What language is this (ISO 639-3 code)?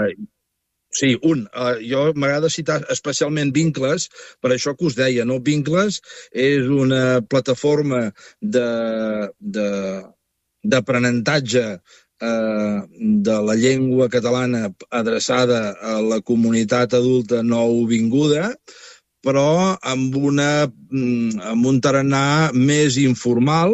cat